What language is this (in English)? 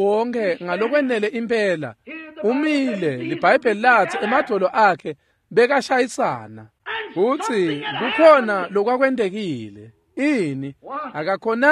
Swati